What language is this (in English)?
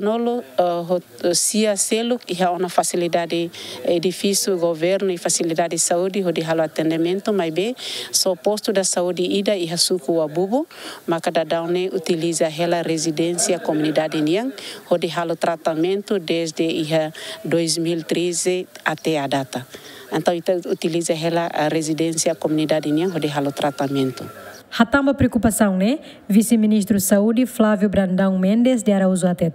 Tetum